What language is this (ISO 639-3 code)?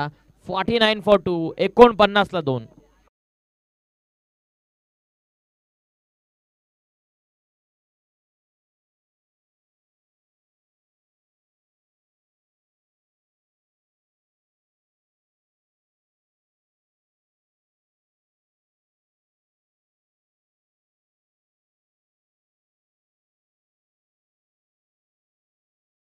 mar